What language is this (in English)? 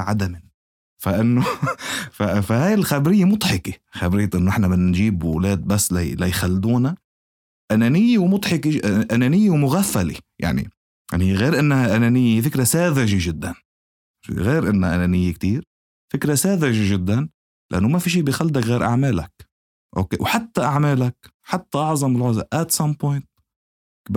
North Levantine Arabic